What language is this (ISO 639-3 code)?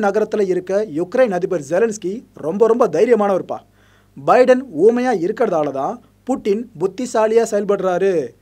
tam